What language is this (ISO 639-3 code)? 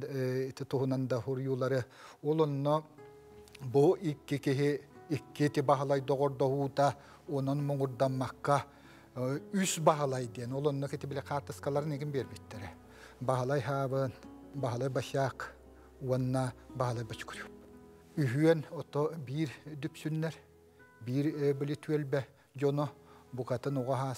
sah